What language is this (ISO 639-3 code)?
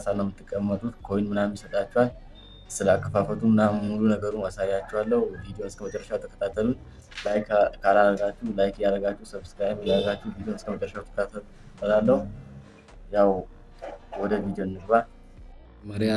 amh